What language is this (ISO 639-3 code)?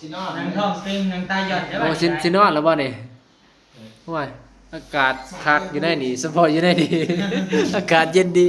tts